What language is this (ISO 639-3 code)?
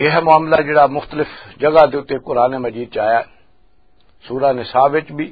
lah